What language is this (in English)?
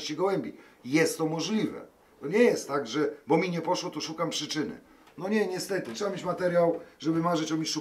Polish